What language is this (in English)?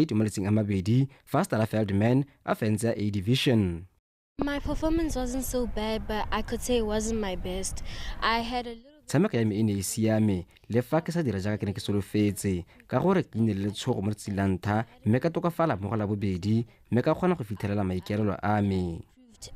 Tswana